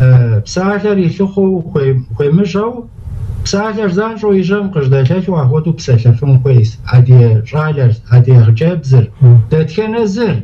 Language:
Kabardian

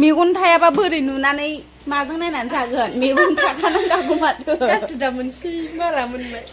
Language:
Bodo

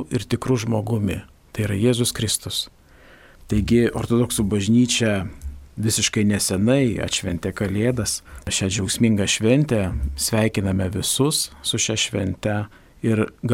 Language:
Lithuanian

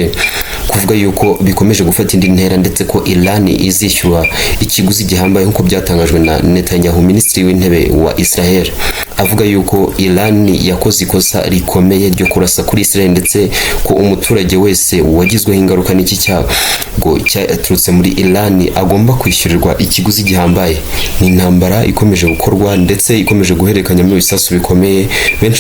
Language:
Kinyarwanda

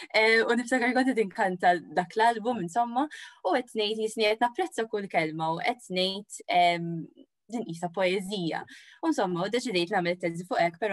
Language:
Maltese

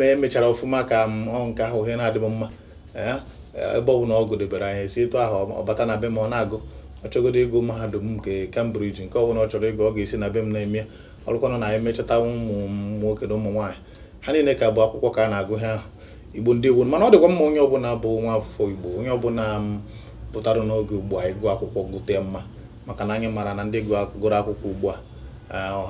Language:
Igbo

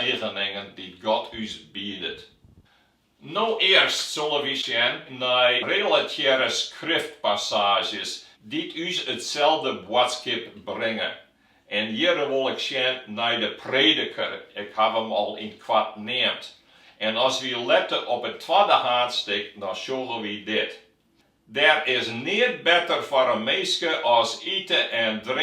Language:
Western Frisian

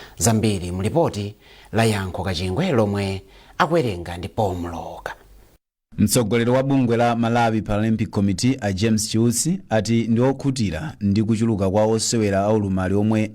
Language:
Nyanja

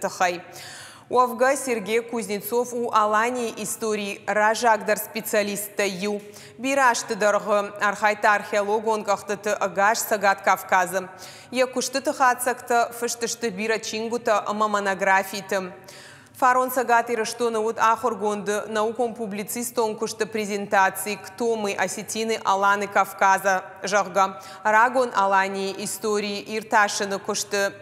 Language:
Ossetic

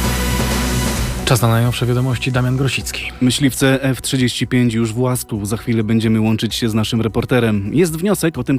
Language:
Polish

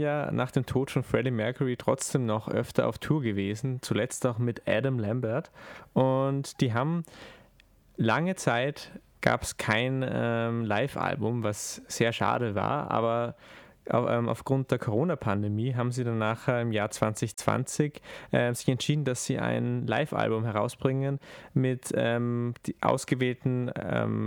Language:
German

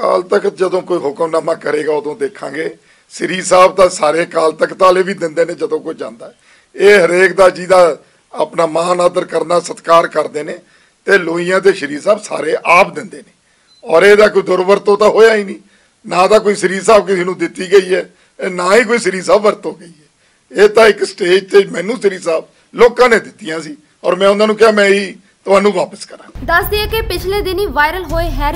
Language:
Punjabi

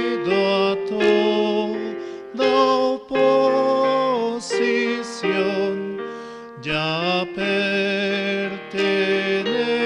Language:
Aymara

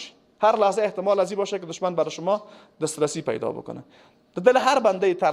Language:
Persian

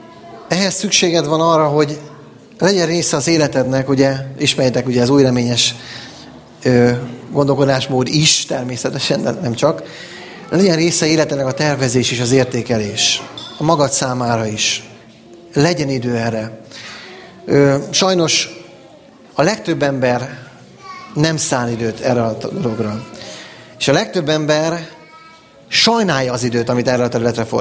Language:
Hungarian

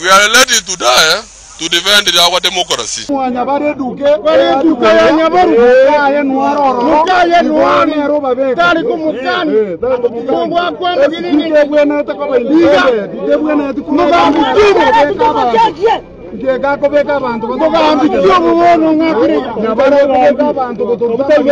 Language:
Gusii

